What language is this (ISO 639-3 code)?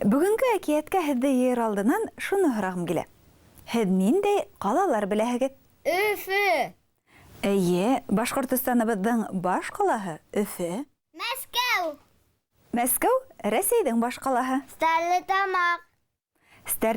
bak